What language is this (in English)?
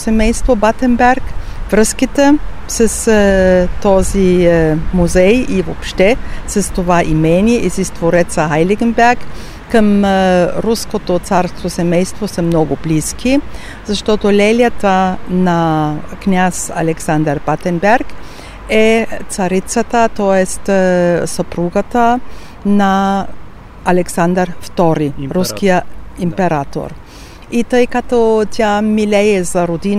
Bulgarian